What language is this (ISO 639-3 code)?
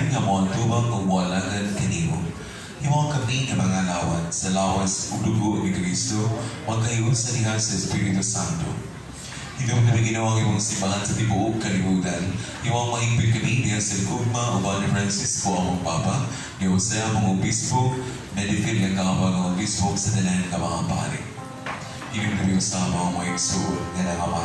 ceb